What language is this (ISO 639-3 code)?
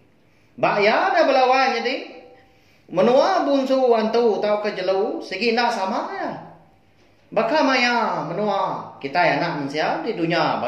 iba